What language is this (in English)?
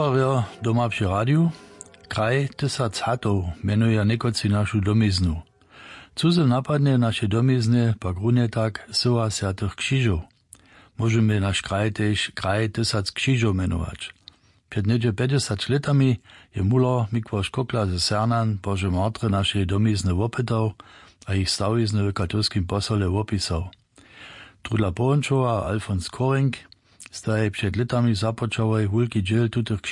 Upper Sorbian